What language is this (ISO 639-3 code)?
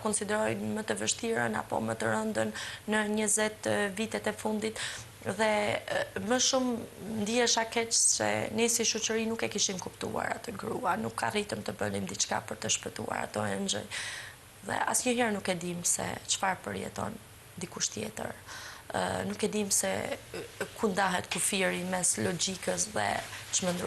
sqi